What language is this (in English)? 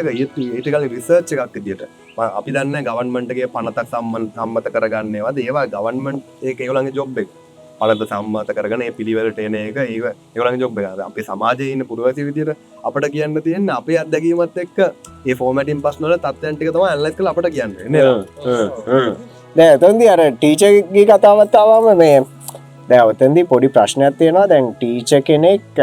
Sinhala